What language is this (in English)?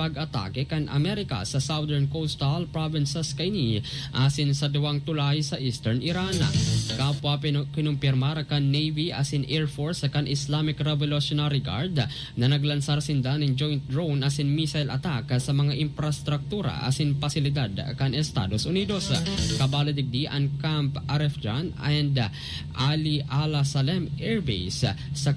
Bikol